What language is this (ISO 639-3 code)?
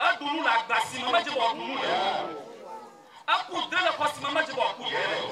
ewe